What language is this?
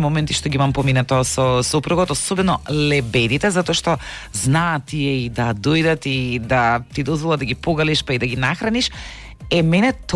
Macedonian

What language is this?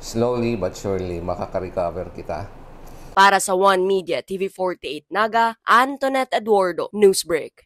Bikol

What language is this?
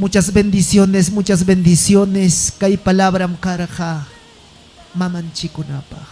Ayacucho Quechua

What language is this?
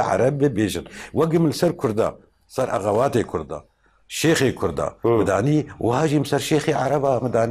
Kurdish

